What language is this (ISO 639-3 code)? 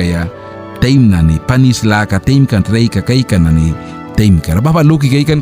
miq